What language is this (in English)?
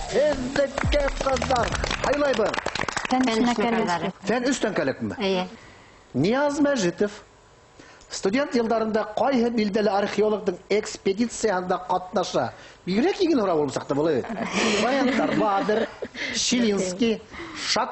Bashkir